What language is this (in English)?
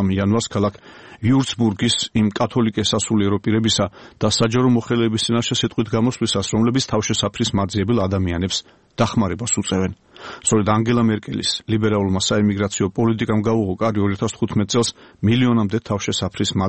Georgian